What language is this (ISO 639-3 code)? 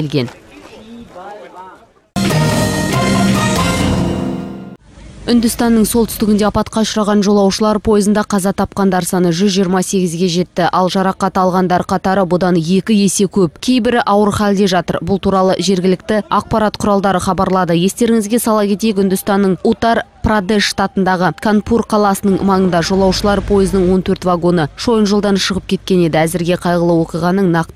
kaz